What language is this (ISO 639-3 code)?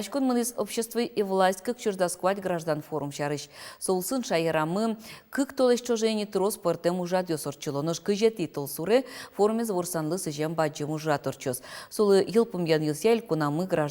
udm